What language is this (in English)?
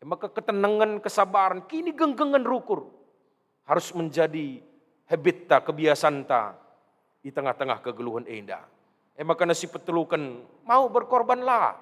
Batak Karo